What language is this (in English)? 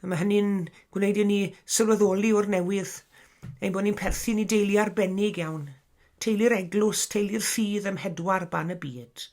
Welsh